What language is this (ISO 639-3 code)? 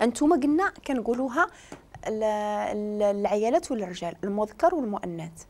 ary